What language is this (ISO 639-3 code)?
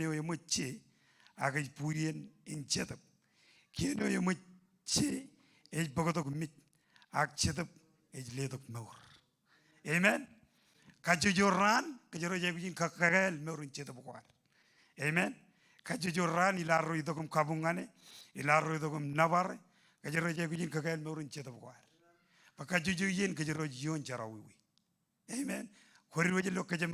mah